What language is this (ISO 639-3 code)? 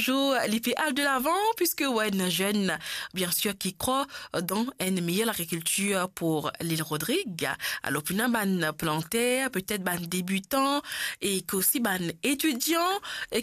mfe